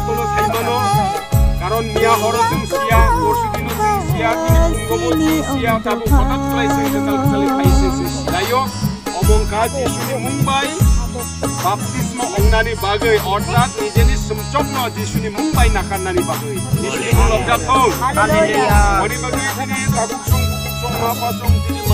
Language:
Kok Borok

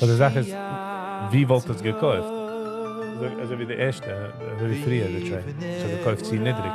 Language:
Yiddish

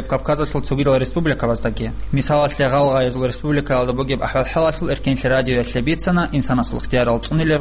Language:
Avaric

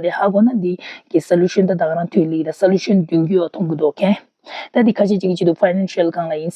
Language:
Tibetan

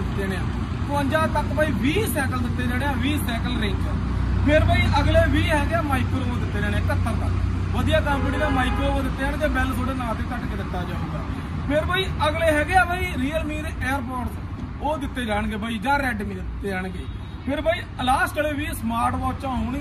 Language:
Punjabi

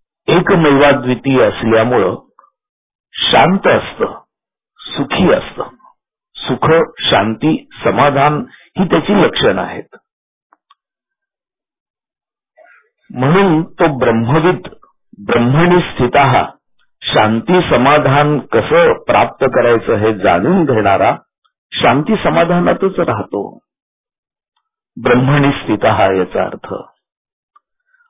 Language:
Marathi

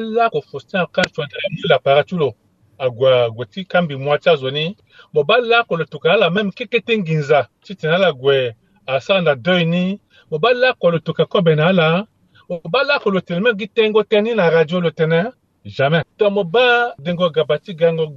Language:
Sango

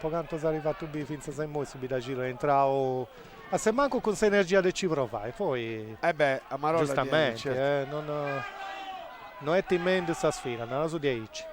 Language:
Sardinian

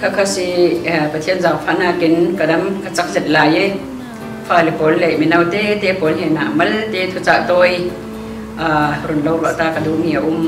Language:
Falam Chin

